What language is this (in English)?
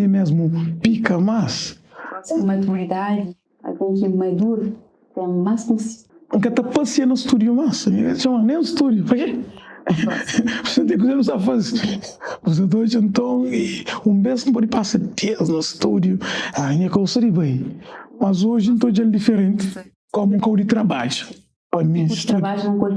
Kabuverdianu